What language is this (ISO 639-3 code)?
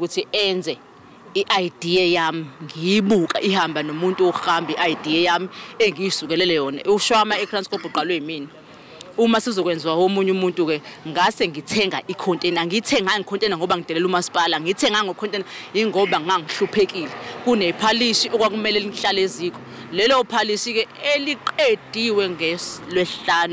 zul